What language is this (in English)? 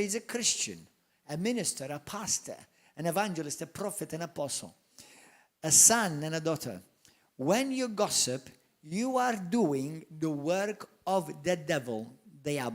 English